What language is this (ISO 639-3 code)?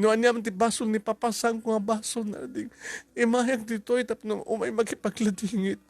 ilo